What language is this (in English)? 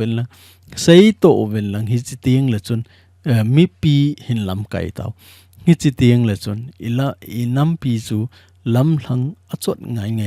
Thado Chin